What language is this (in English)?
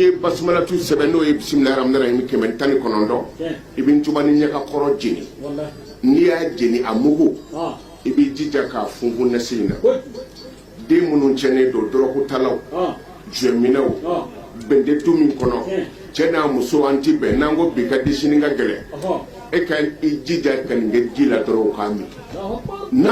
Bambara